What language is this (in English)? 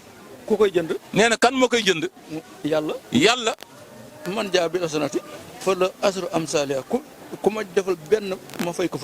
Wolof